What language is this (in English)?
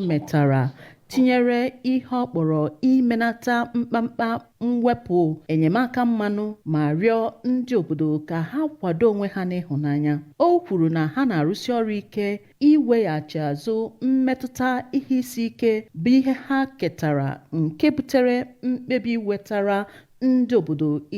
Igbo